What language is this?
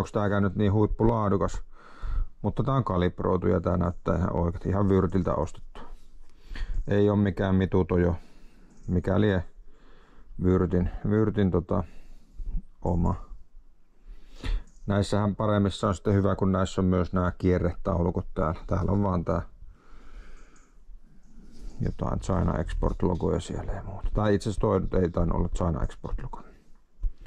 Finnish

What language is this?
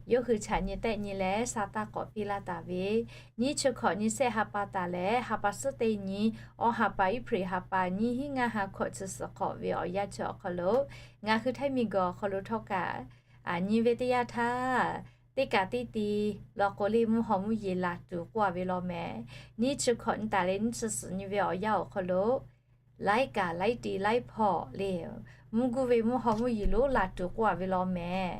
Lahu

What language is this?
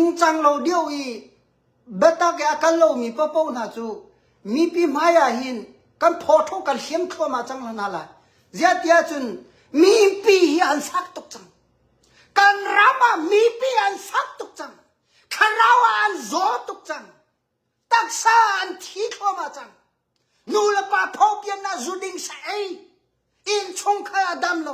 Hakha Chin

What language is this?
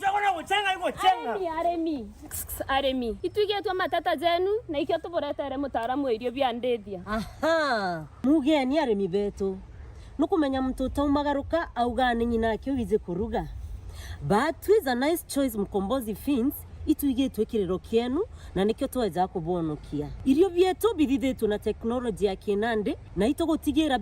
Meru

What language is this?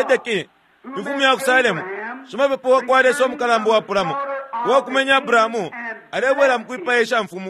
Bemba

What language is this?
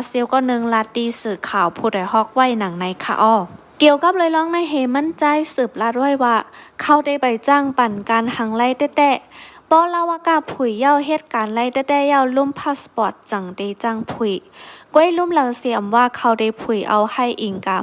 Shan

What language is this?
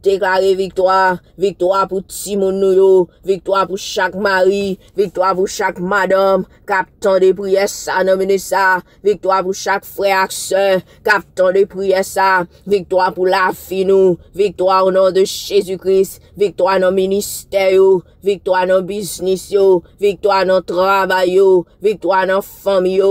Haitian Creole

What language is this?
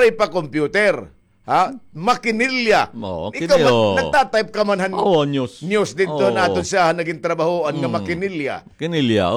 Waray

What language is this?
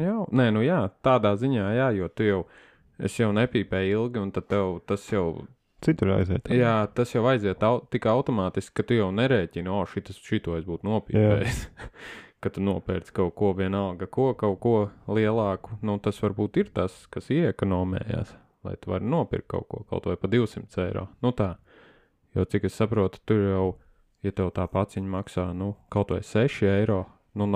Latvian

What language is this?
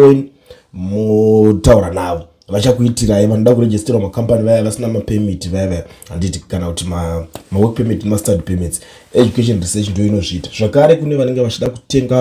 Shona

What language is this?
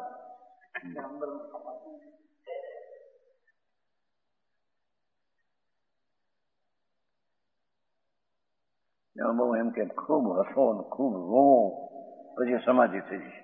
Gujarati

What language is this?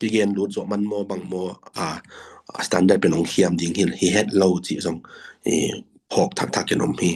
Tedim Chin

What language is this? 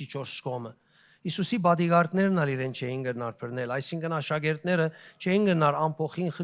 Western Armenian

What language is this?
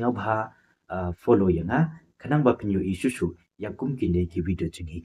Khasi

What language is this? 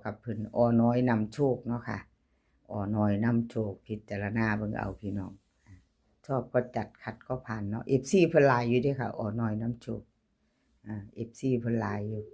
Northeastern Thai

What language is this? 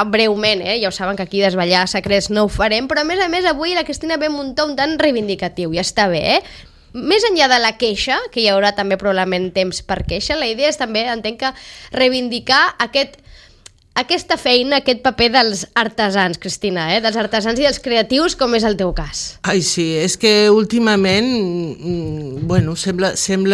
Catalan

